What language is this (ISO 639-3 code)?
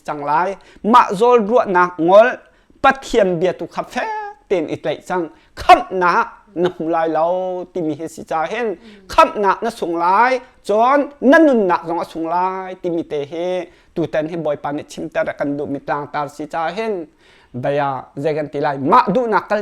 cnh